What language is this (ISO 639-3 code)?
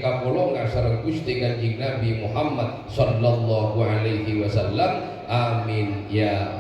mad